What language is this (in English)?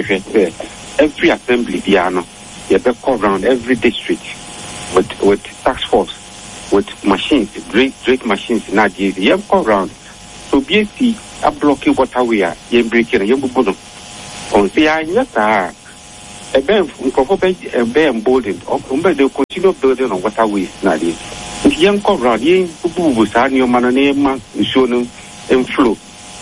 Akan